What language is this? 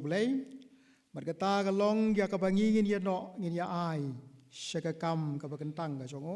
Khasi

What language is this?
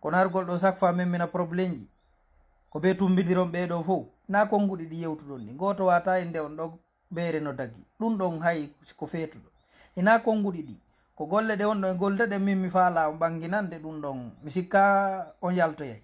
Fula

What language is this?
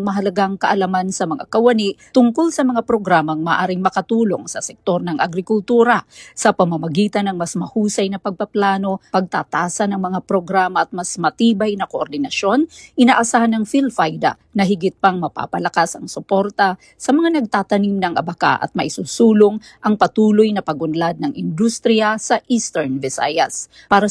Filipino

